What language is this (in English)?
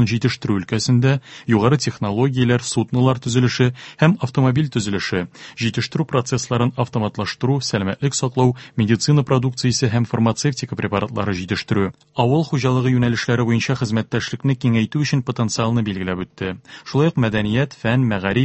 Tatar